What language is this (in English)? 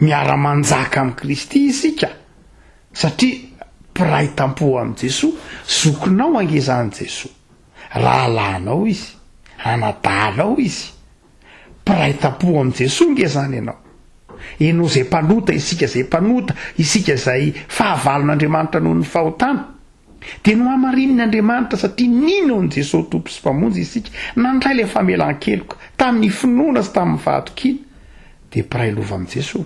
Malagasy